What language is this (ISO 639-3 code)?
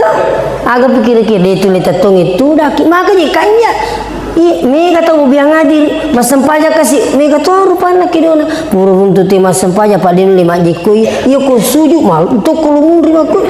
bug